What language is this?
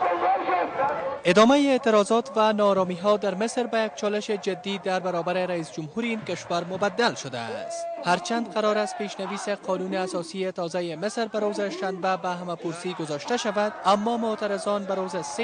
Persian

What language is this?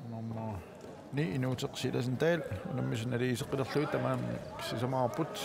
Kalaallisut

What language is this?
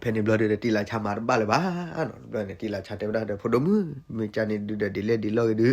S'gaw Karen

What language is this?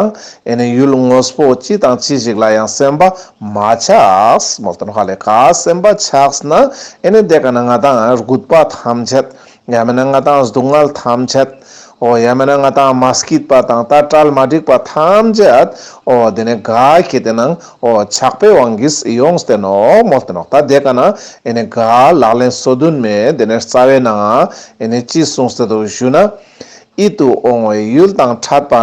Ladakhi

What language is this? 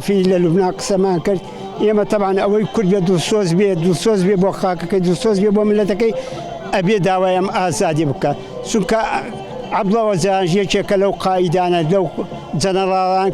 Central Kurdish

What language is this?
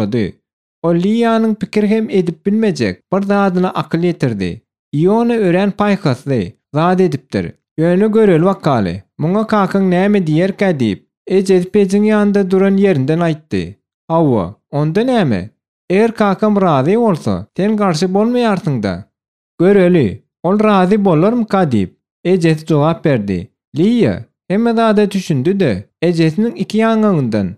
Turkmen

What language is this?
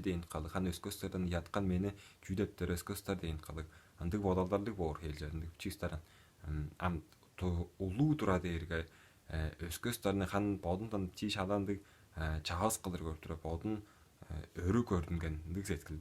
Tuvinian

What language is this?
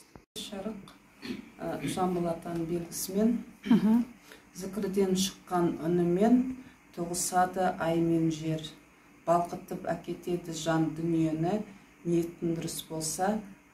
Kazakh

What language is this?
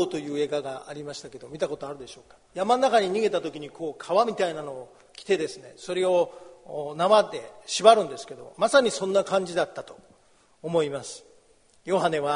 Japanese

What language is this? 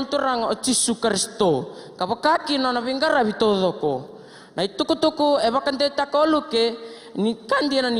Fijian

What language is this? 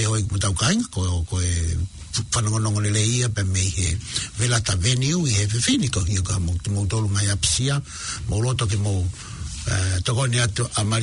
Tongan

